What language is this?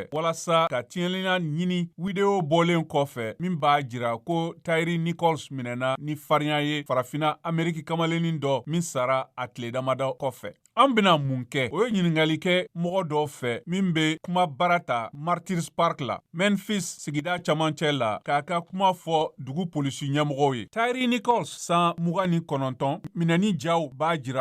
Bambara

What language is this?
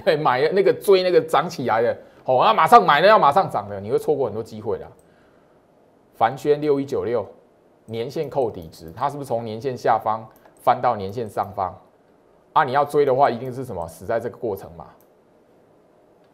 Chinese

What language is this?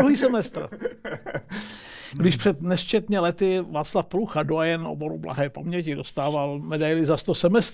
Czech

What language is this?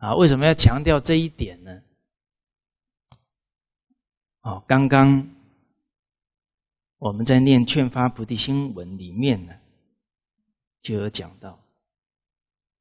Chinese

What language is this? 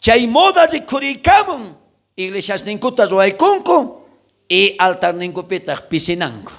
South Bolivian Quechua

